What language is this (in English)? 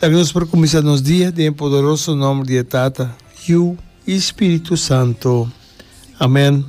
Papiamento